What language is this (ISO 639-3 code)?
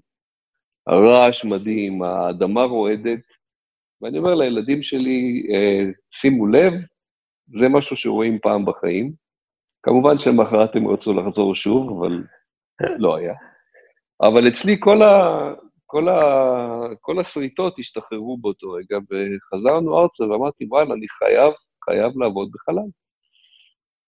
heb